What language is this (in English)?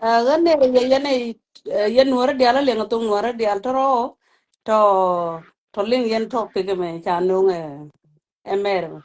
Nuer